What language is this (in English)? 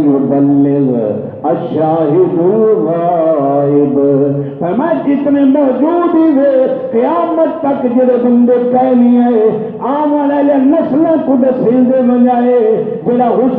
Saraiki